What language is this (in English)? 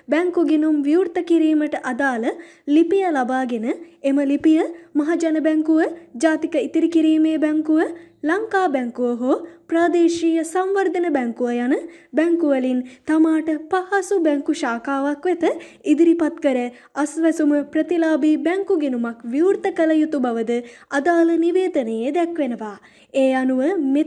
Sinhala